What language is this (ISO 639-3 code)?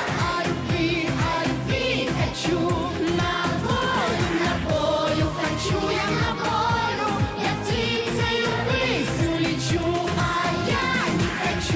rus